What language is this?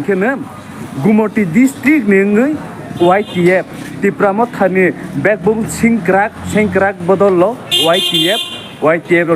Kok Borok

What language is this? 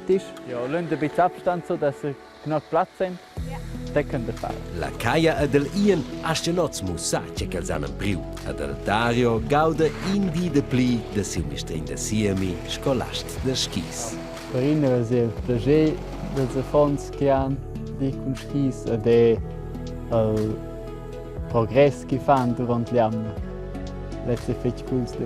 Romansh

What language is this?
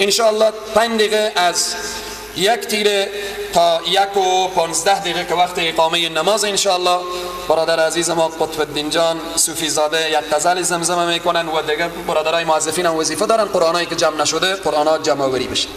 Persian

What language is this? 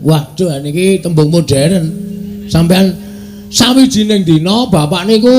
Javanese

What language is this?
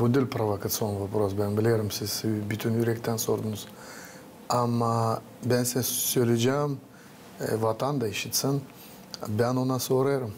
Gagauz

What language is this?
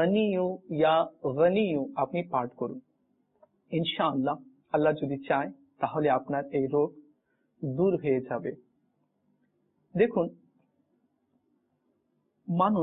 Bangla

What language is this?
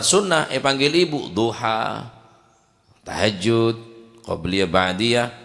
Madurese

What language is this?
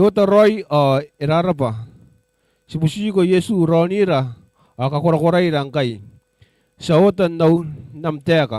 Gilbertese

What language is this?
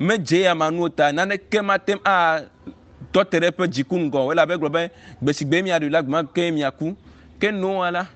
Ewe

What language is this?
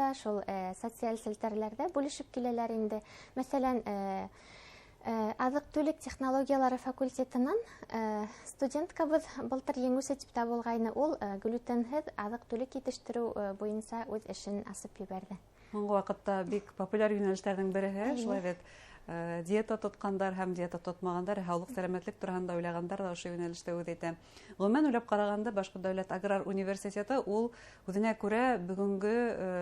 Bashkir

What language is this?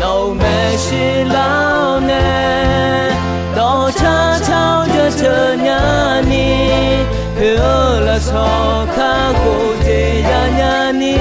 Akha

